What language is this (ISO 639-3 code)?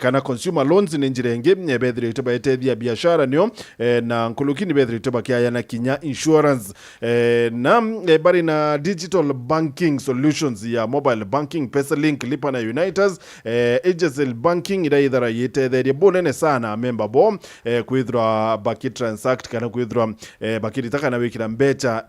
mer